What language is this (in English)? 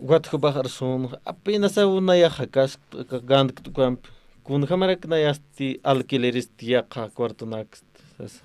Aymara